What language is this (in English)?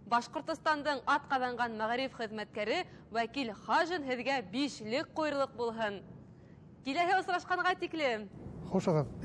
Bashkir